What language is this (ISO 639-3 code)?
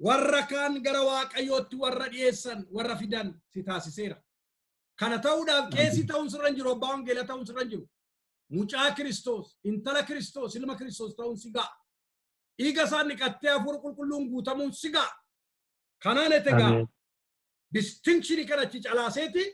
orm